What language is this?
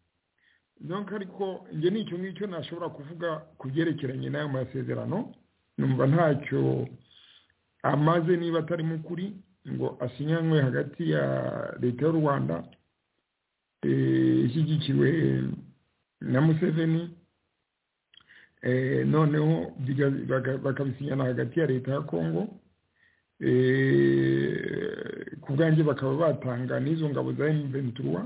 Kinyarwanda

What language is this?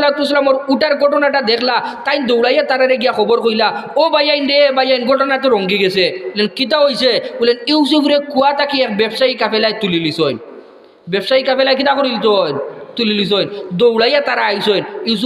Sylheti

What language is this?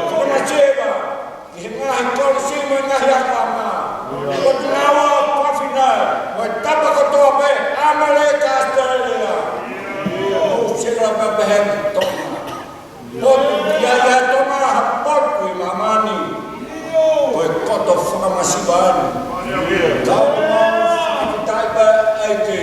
Tongan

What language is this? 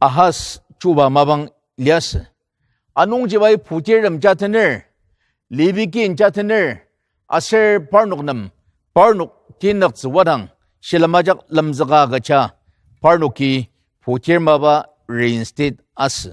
Ao Naga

